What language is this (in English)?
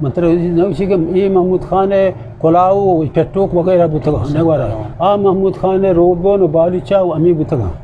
Eastern Balochi